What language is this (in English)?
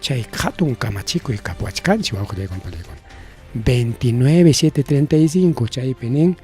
Ayacucho Quechua